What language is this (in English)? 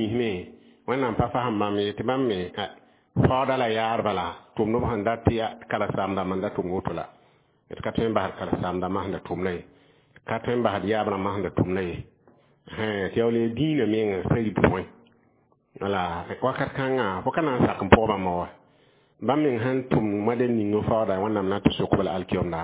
Mossi